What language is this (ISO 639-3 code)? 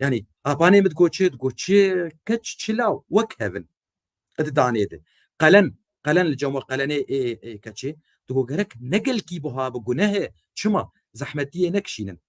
kur